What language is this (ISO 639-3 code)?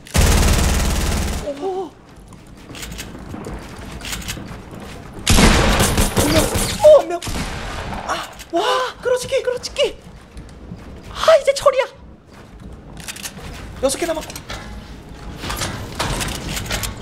kor